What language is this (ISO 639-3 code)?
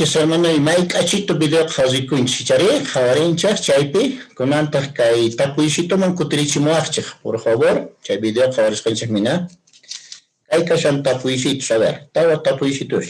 que